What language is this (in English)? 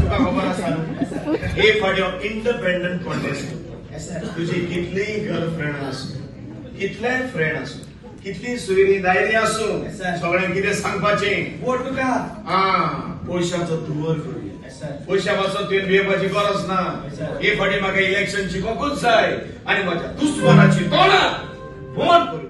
Konkani